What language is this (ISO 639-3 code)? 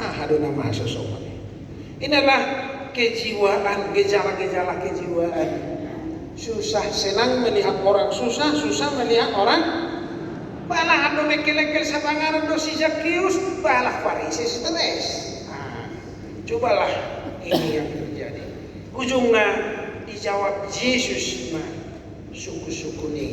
bbc